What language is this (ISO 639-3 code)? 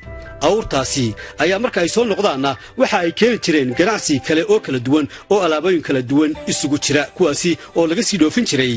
som